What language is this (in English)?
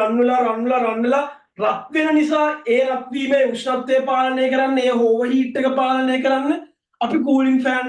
Sinhala